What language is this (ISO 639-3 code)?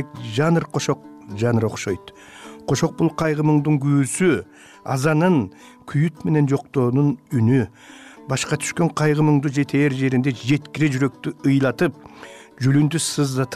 kir